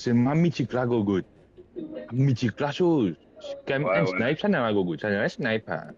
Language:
Morisyen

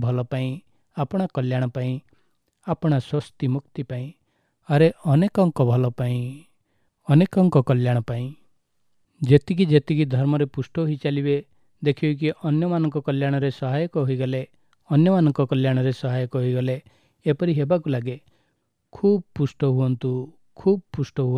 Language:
Odia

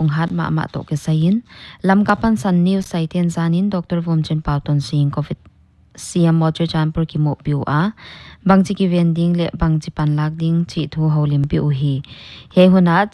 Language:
Paite Chin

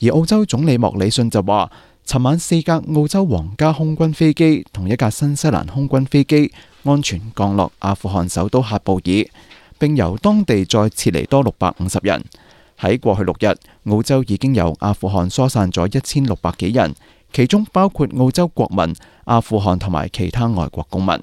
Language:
Cantonese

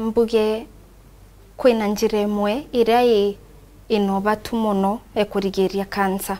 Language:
Meru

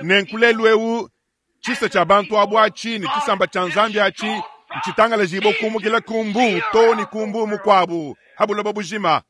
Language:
Luba-Lulua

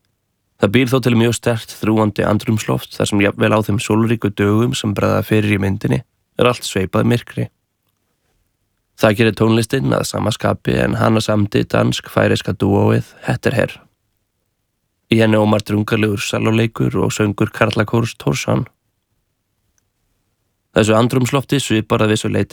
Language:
Icelandic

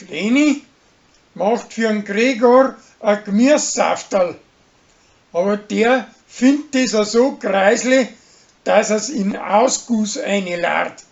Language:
Bavarian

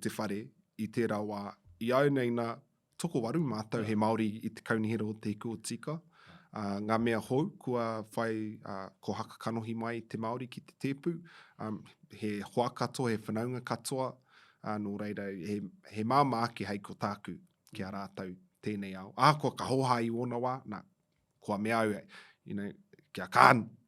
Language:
Māori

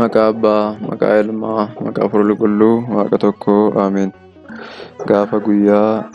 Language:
Oromo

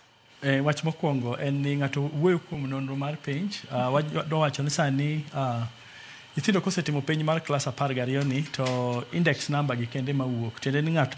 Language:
Luo (Kenya and Tanzania)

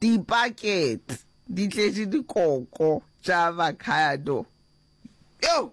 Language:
Northern Sotho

